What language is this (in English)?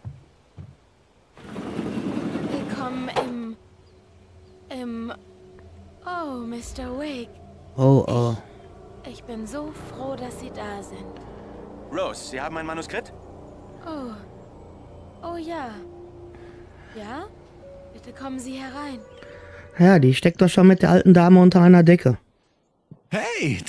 German